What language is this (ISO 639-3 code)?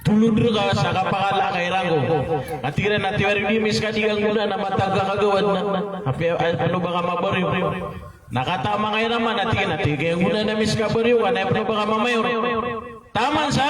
mrw